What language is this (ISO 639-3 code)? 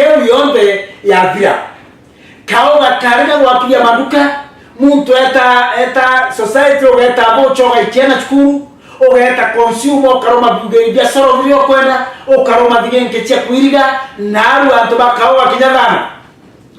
mer